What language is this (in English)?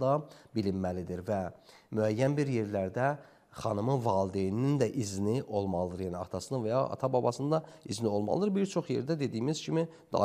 Azerbaijani